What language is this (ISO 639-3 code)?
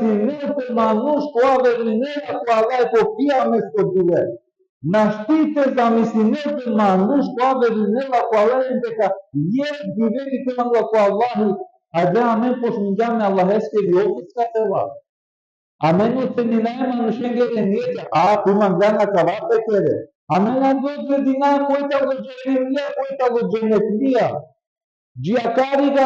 rmn